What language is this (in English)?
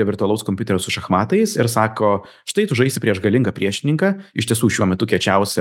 Lithuanian